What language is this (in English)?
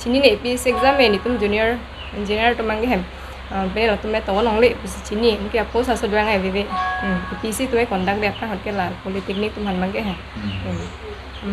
Karbi